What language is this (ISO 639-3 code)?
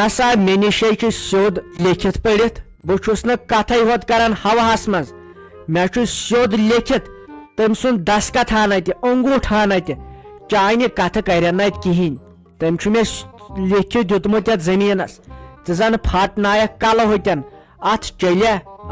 kas